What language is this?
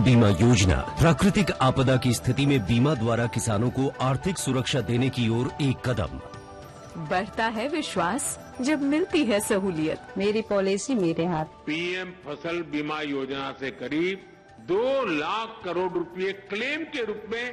Hindi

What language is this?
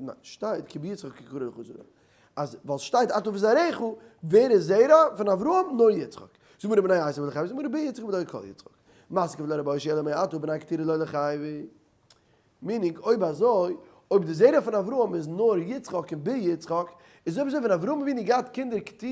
Yiddish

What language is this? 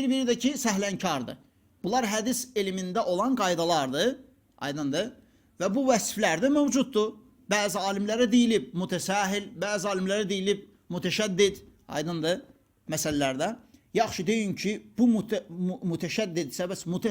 Azerbaijani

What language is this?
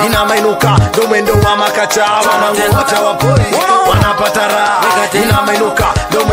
Swahili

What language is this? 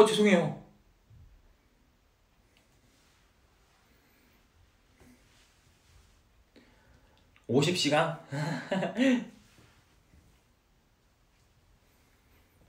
Korean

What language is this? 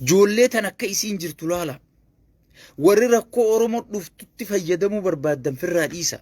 Oromo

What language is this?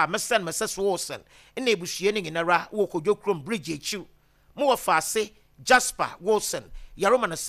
Akan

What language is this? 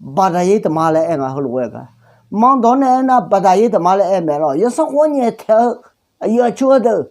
Akha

